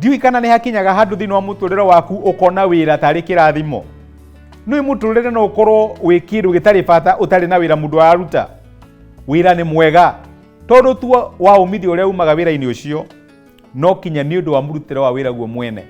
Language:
Kikuyu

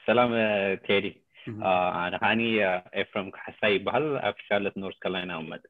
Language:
Tigrinya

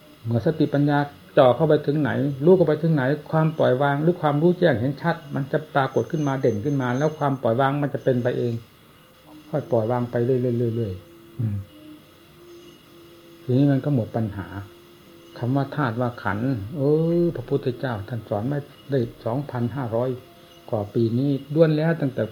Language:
Thai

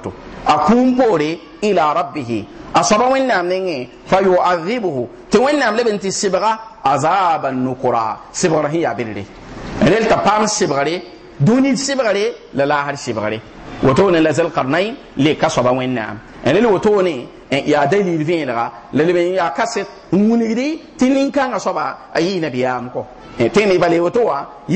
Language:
Mossi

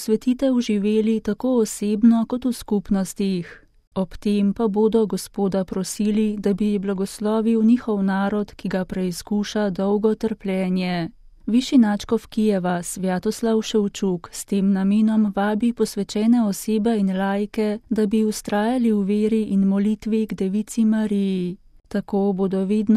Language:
Slovenian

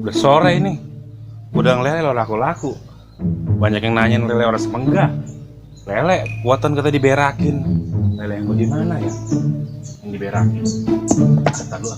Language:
Betawi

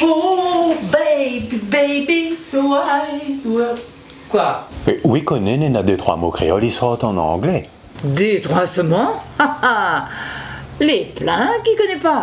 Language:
Réunion Creole French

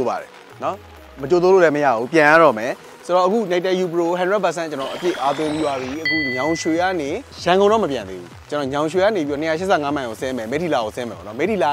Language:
Burmese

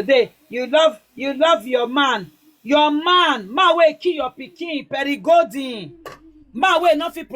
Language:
Nigerian Pidgin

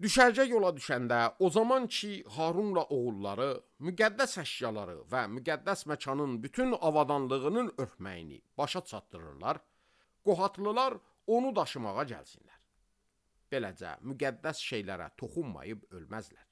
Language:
Azerbaijani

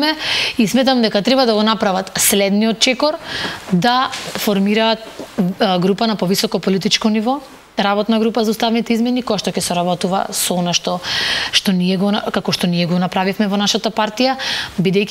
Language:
Macedonian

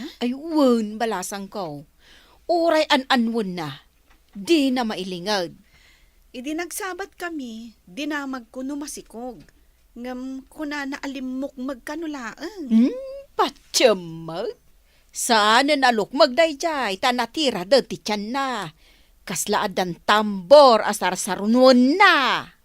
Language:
Iloko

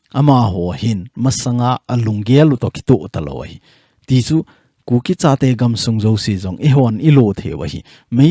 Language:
Thado Chin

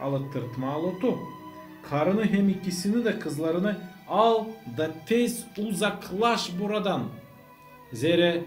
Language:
Gagauz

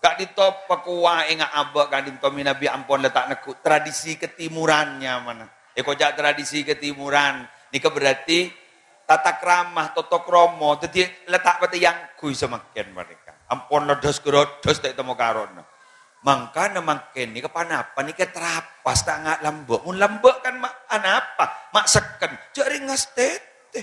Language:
Madurese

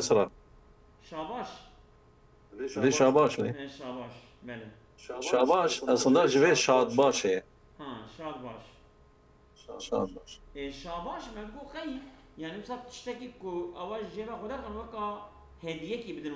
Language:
Kurdish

